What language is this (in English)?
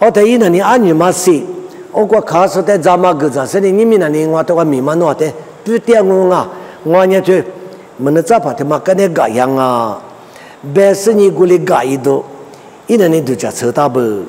Lisu